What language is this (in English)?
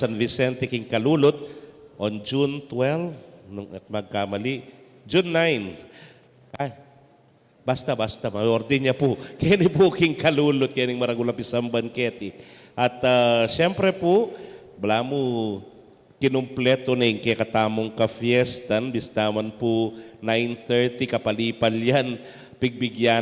Pampanga